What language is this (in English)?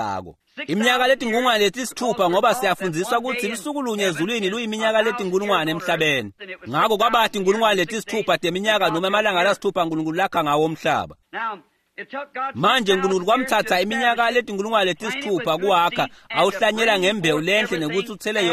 Swati